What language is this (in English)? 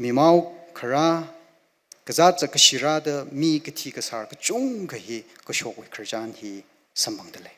Tangkhul Naga (India)